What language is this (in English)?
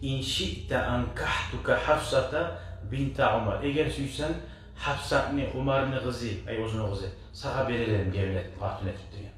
Kumyk